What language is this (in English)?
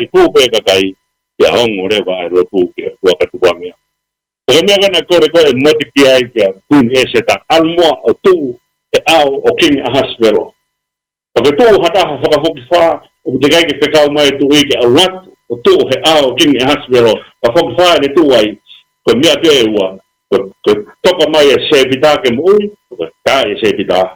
Tongan